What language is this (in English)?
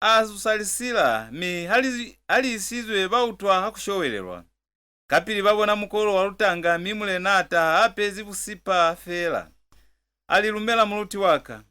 Lozi